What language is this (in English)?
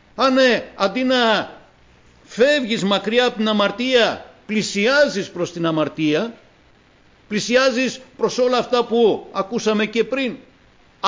Greek